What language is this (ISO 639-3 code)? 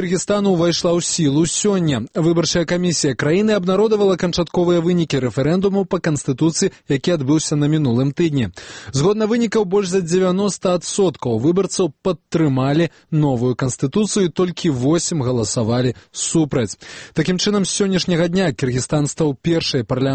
bel